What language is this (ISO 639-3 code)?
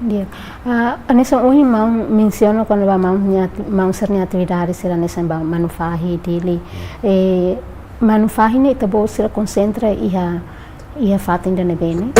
tet